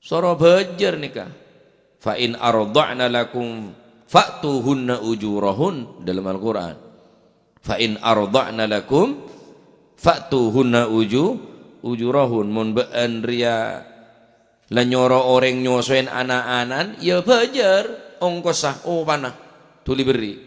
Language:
Madurese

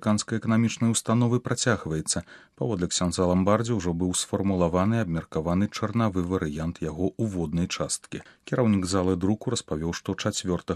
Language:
Belarusian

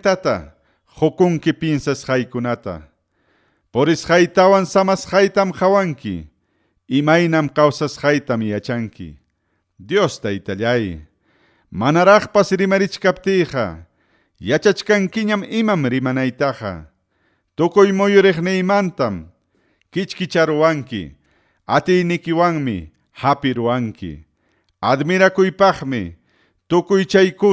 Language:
Ayacucho Quechua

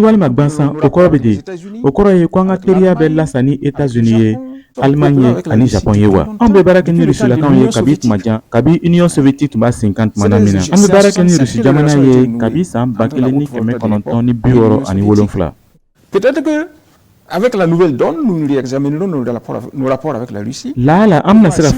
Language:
Bambara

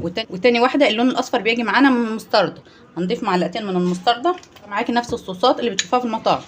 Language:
Egyptian Arabic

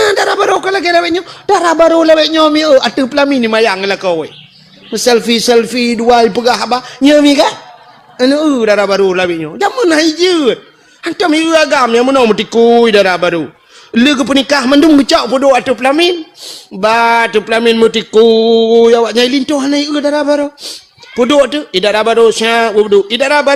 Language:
Achinese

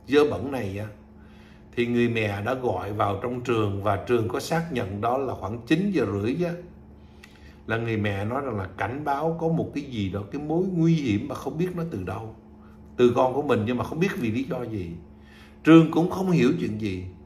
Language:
Vietnamese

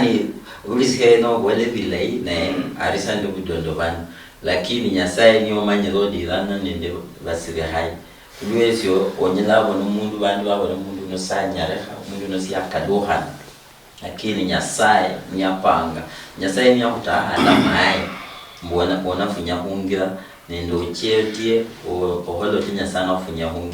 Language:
Luyia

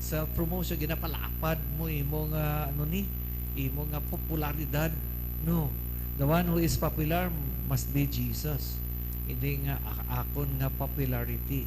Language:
Hiligaynon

